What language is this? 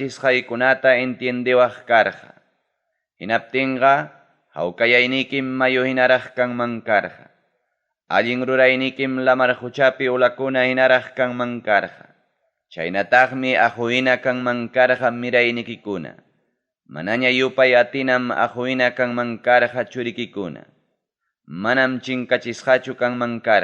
Ayacucho Quechua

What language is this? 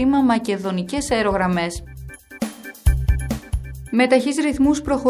Greek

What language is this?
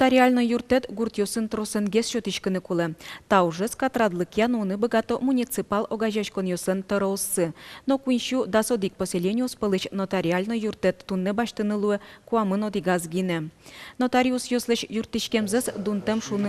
Udmurt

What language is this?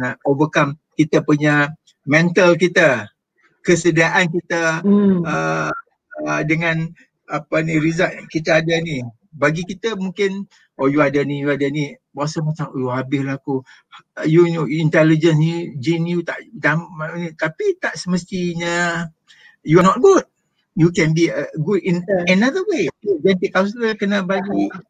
Malay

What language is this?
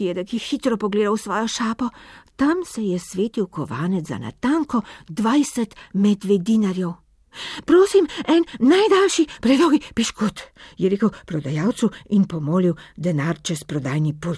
Slovenian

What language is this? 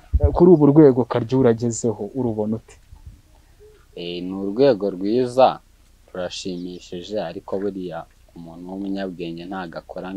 Kinyarwanda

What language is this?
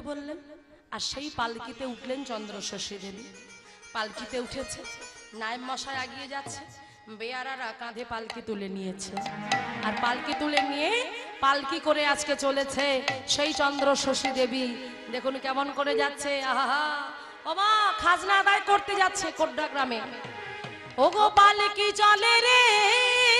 Bangla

